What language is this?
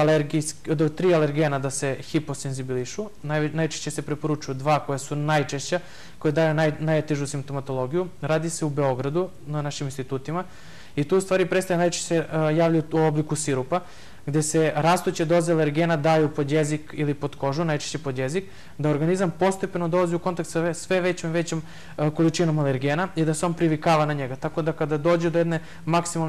Serbian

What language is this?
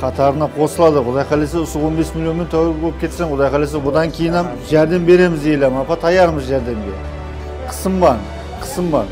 Kara-Kalpak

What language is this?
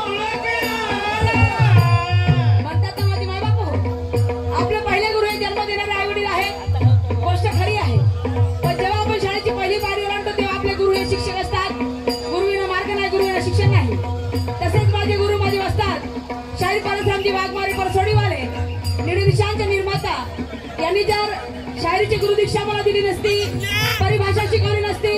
Marathi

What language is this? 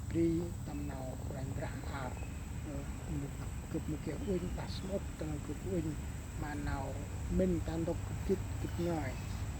Central Mnong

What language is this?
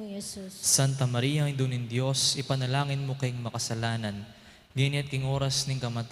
Pampanga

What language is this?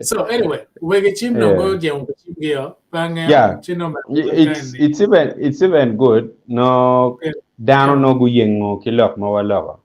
Acoli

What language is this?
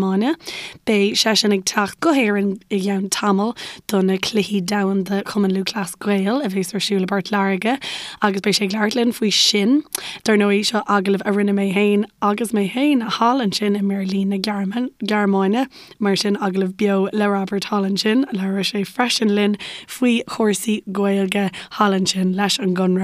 Irish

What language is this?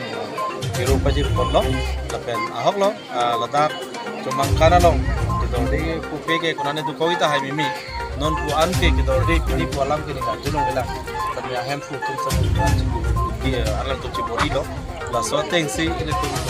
Karbi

